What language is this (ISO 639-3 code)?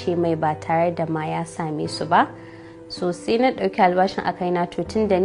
hau